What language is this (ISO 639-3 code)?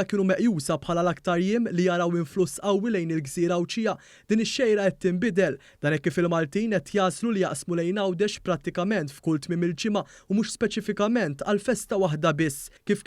mlt